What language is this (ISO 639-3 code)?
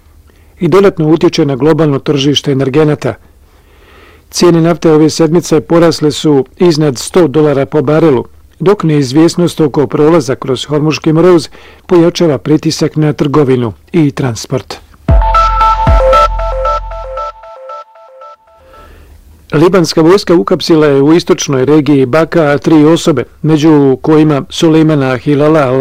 bos